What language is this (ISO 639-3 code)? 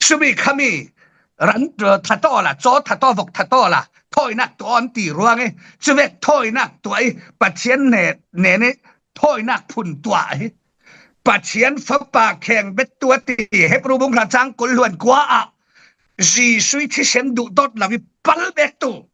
cfm